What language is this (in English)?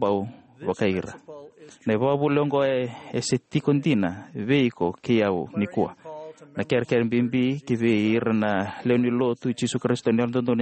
Fijian